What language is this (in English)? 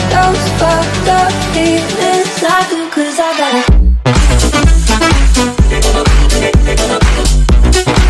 English